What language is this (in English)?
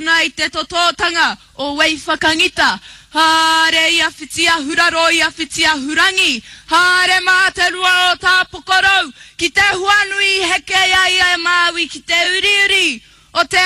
Māori